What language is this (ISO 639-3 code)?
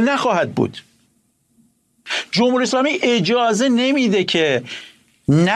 fas